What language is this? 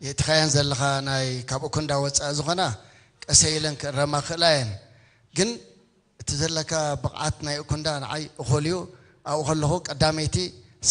Tigrinya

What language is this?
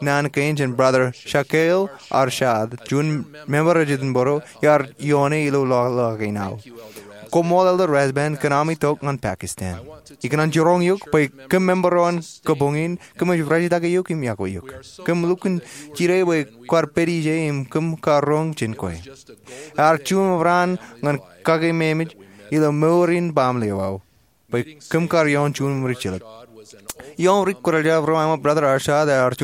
Marshallese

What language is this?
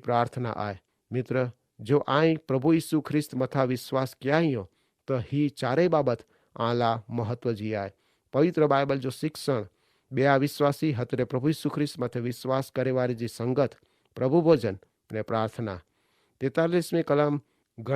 Kachhi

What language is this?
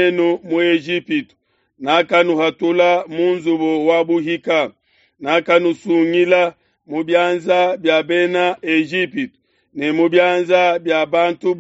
Luba-Lulua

